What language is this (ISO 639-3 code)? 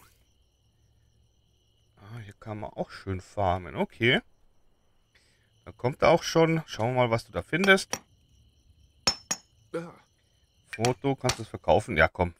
deu